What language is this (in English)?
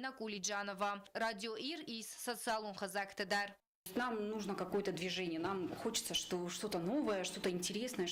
Ossetic